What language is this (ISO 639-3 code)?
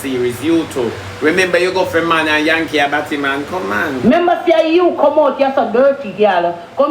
jam